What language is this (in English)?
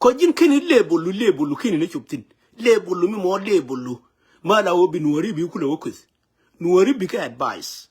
Nuer